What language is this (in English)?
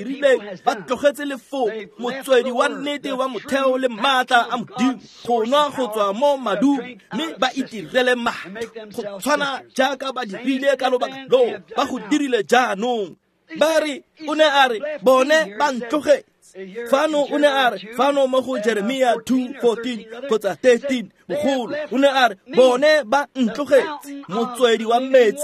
Tswana